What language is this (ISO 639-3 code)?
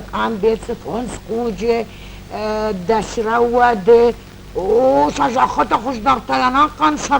oss